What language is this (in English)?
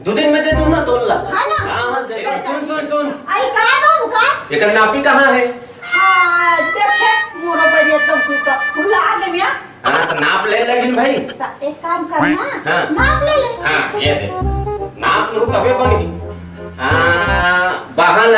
Chhattisgarhi